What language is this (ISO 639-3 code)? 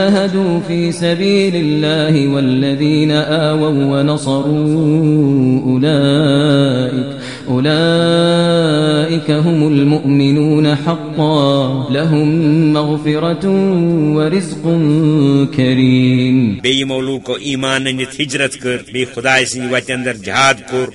kas